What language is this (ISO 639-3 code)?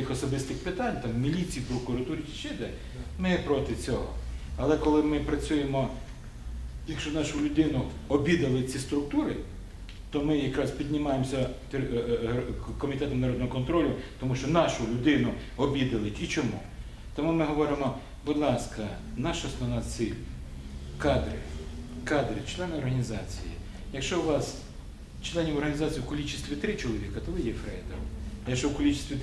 ukr